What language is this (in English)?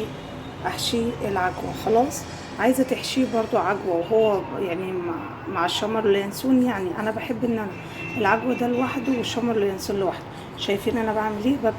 Egyptian Arabic